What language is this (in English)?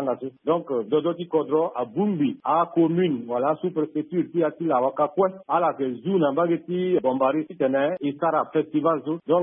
Sango